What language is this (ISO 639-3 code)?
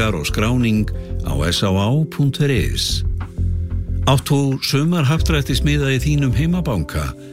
isl